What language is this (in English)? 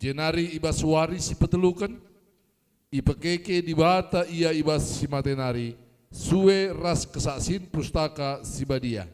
Batak Karo